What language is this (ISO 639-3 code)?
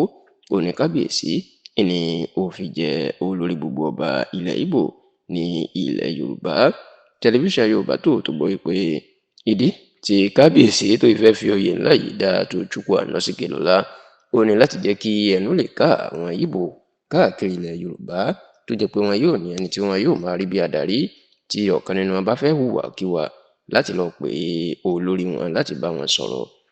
yor